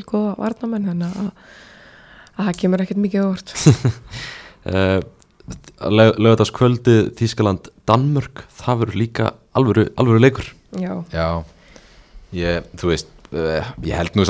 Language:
Icelandic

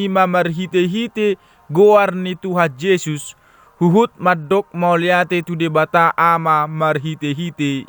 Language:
Batak Toba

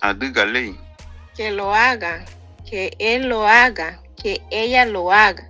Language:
Garifuna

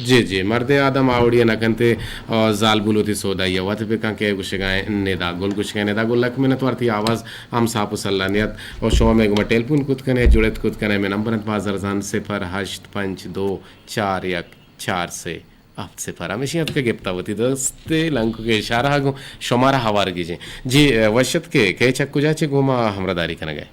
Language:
Eastern Balochi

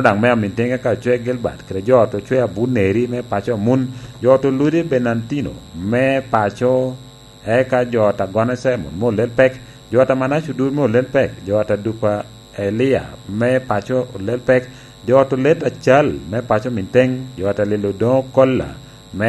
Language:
Lango (Uganda)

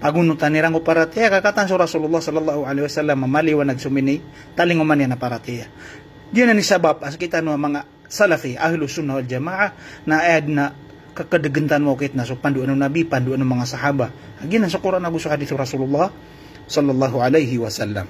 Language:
Maranao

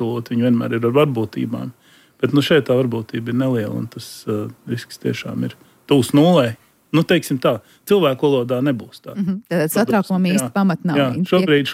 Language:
Latvian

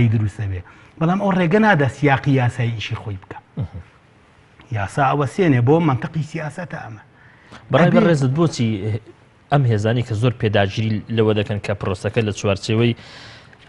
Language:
Central Kurdish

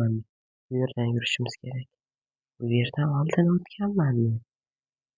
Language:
Uzbek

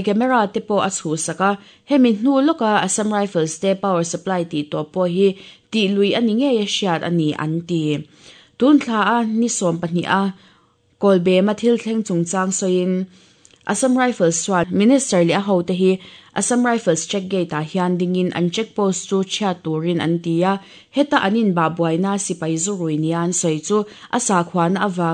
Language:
Mizo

